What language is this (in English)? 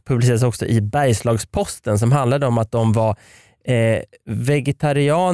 Swedish